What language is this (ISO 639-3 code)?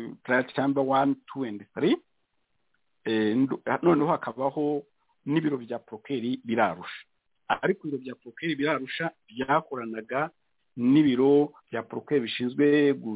kin